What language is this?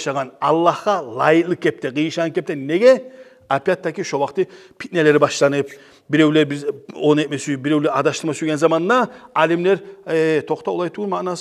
Kumyk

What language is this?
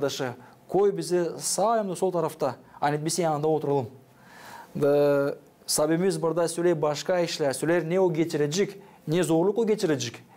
Gagauz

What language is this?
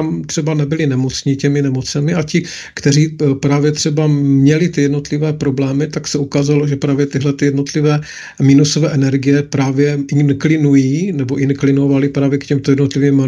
Czech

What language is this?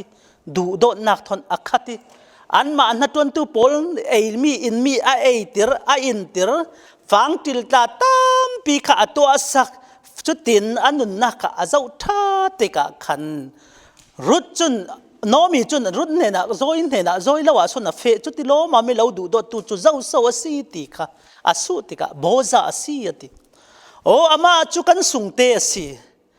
Falam Chin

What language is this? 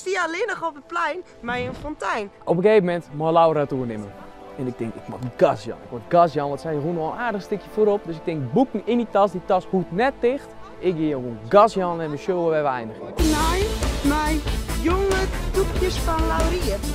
Western Frisian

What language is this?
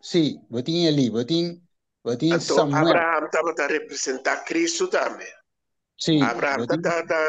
Papiamento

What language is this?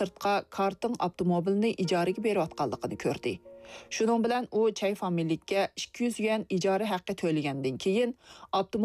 Uyghur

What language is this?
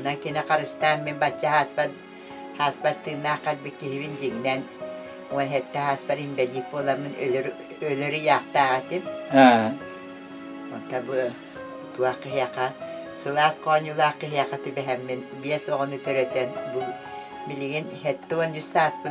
Yakut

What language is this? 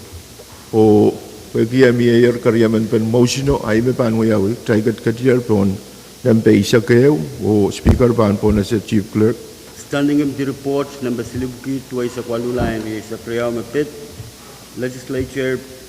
Pohnpeian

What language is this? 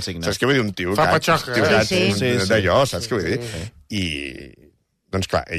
Catalan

